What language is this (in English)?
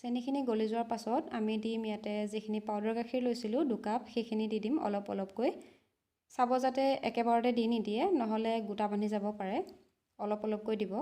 Assamese